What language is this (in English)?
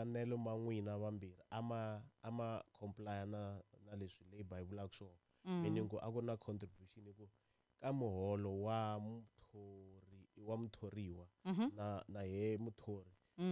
Tsonga